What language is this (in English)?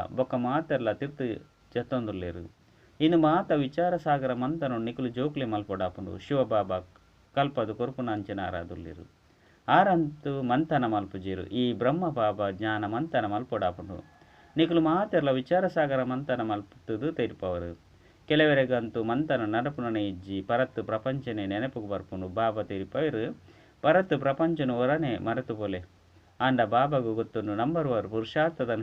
Tulu